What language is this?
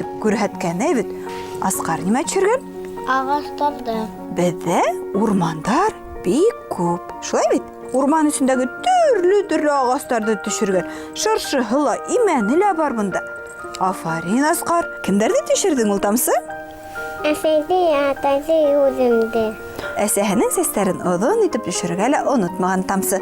Bashkir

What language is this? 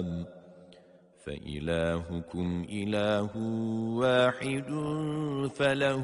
Arabic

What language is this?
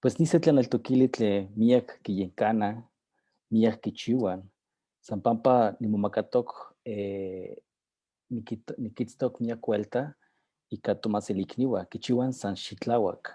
Eastern Huasteca Nahuatl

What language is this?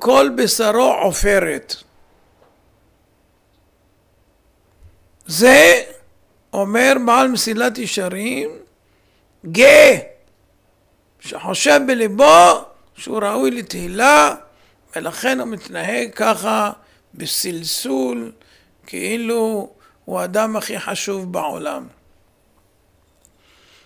Hebrew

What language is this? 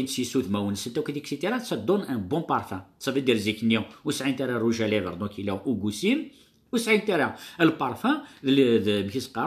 Kabyle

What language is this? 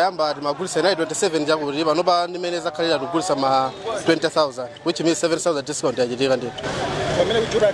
Nyanja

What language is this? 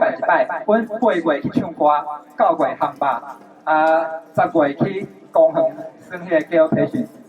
Min Nan Chinese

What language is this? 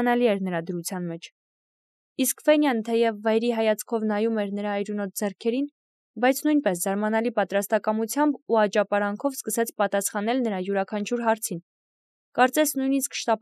Armenian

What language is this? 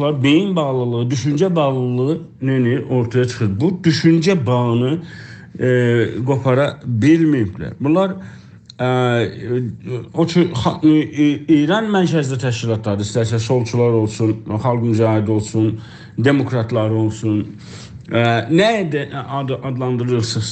South Azerbaijani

